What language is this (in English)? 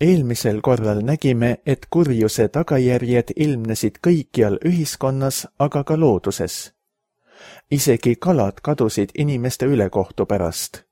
Estonian